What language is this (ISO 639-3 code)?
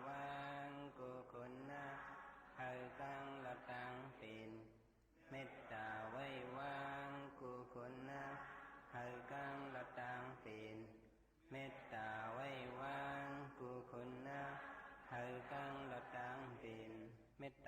shn